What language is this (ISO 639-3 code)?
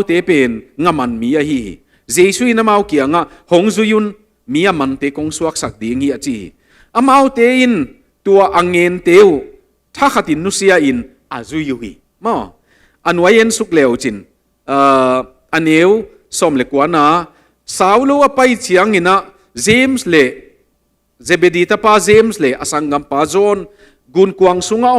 ctd